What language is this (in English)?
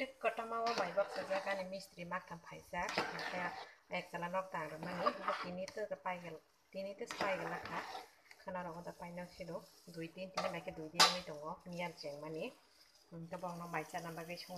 Kok Borok